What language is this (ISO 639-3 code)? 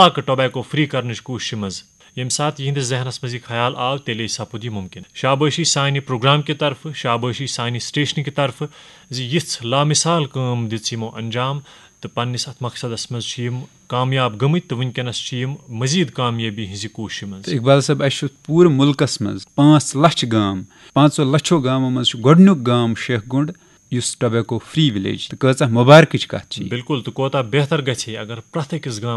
kas